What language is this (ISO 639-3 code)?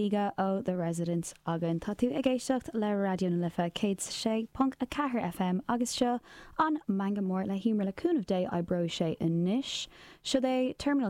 gle